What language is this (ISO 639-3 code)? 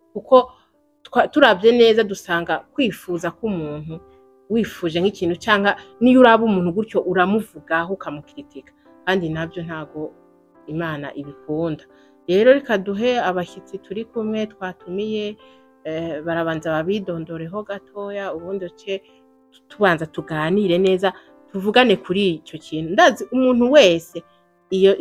run